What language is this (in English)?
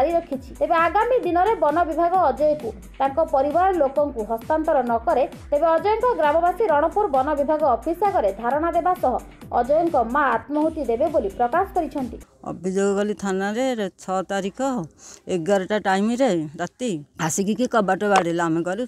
Odia